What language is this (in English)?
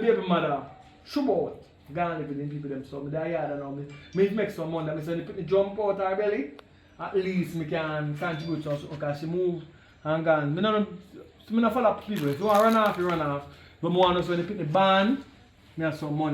Jamaican Creole English